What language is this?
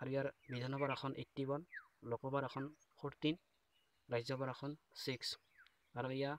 Assamese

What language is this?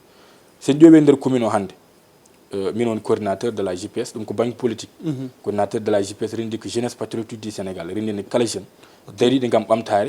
Fula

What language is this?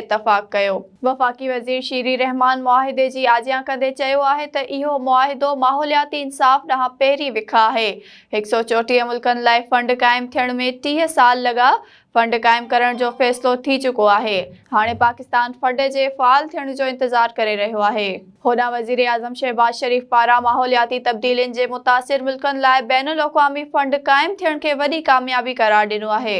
Sindhi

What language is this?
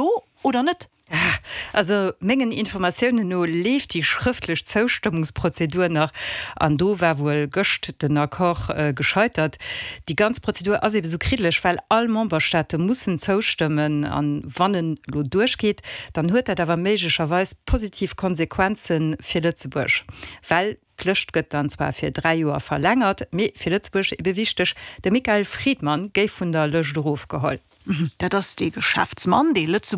Luxembourgish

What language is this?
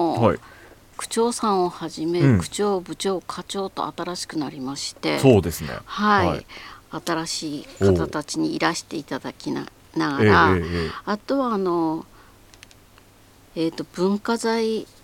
Japanese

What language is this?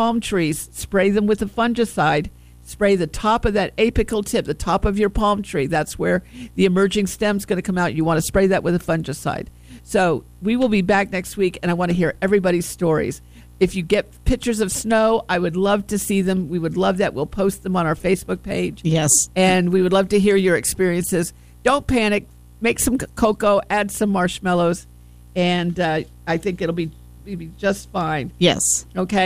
English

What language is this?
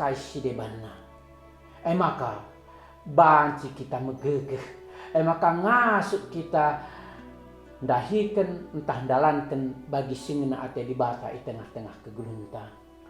Batak Karo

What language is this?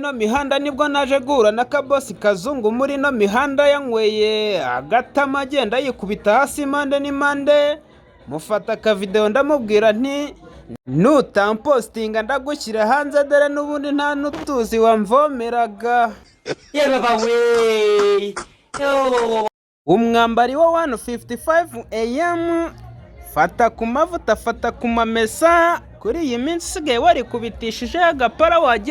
Kinyarwanda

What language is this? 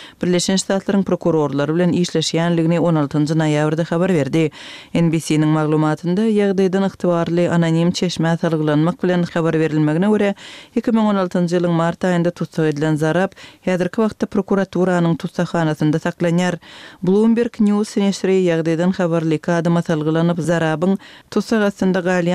Turkmen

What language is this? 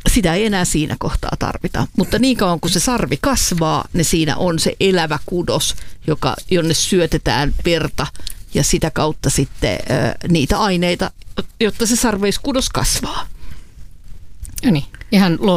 Finnish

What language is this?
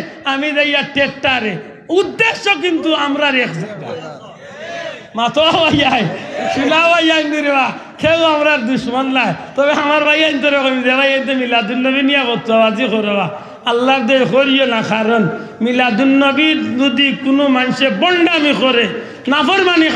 Sylheti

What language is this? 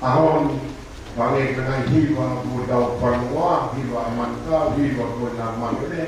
Tongan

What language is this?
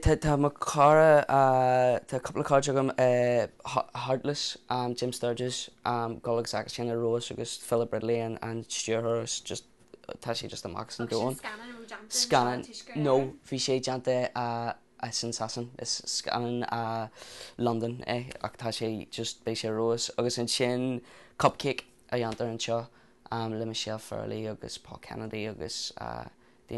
Irish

